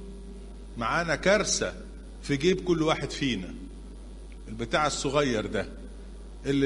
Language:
Egyptian Arabic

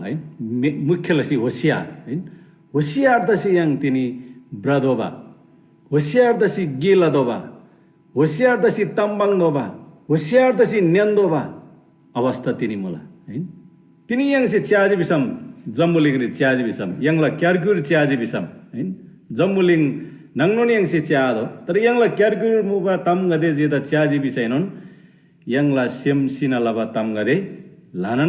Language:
Eastern Tamang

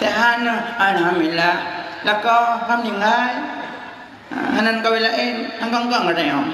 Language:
Achinese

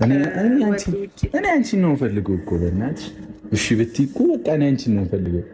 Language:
Amharic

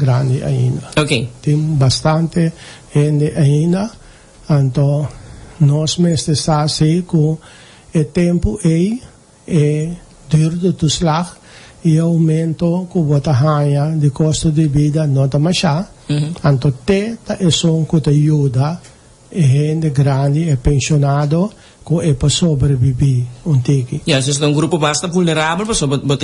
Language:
Papiamento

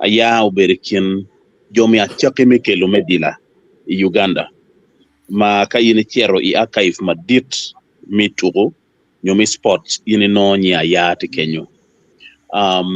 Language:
Acoli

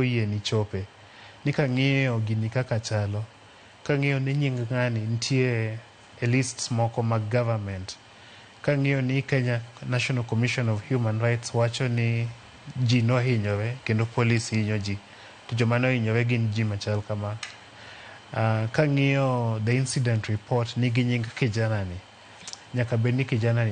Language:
Luo (Kenya and Tanzania)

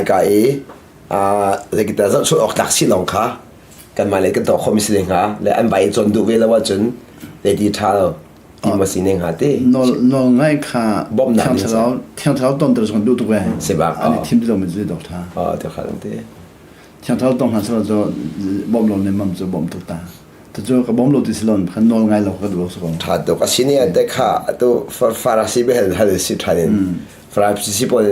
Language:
Hakha Chin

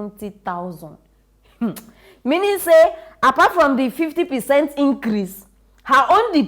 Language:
Nigerian Pidgin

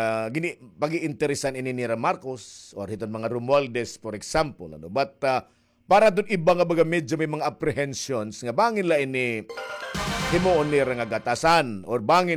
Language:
Waray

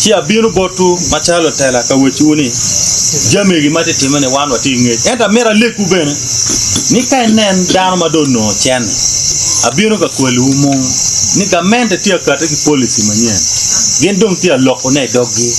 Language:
Acoli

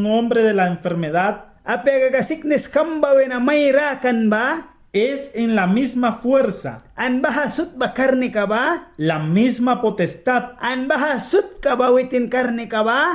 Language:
Mískito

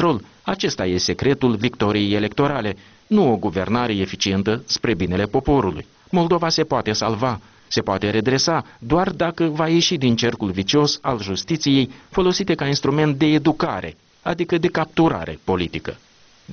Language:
Romanian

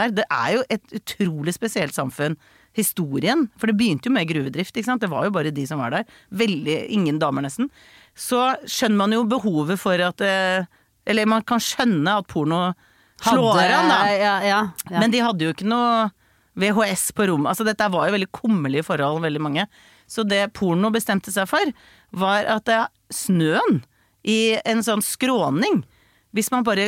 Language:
Norwegian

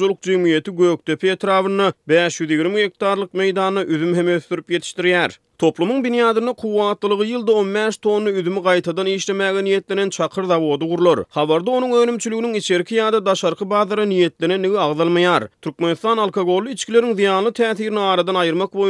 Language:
Turkmen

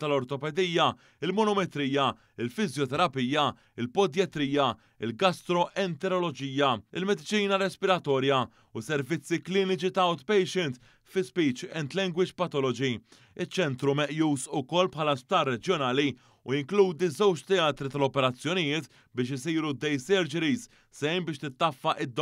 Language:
Maltese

